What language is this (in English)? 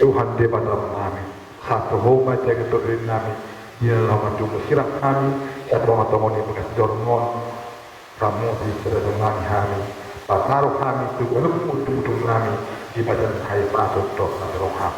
Batak Toba